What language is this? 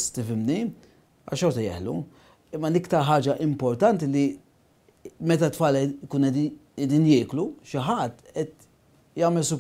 Maltese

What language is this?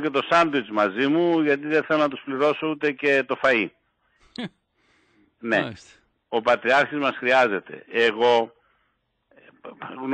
Greek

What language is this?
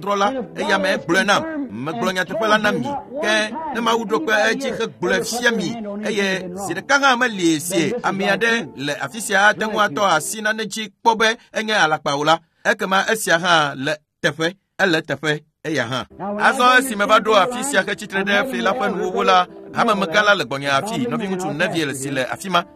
Ewe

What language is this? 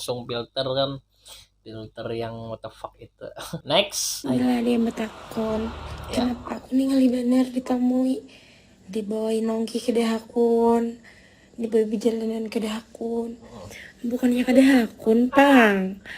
Banjar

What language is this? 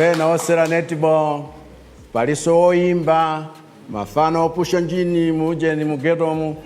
Nyanja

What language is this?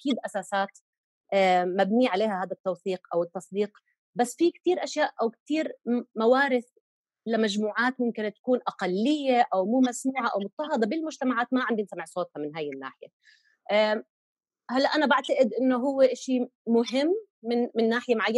North Levantine Arabic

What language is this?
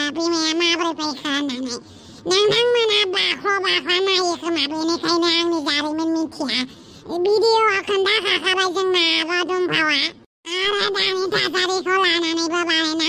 Bodo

